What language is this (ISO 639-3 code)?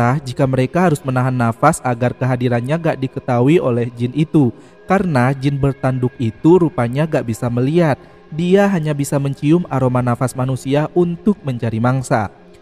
ind